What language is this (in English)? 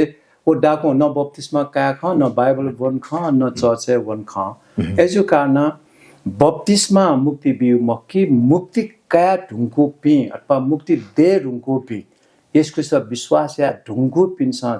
Newari